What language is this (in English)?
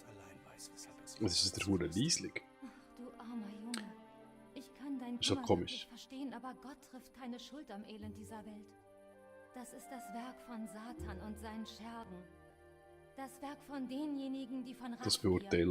Swiss German